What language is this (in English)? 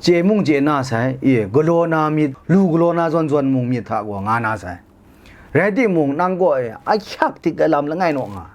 Kachin